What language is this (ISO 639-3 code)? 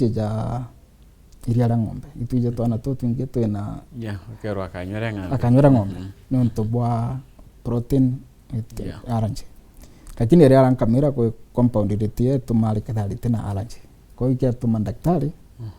mer